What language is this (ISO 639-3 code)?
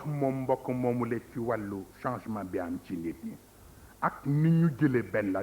wol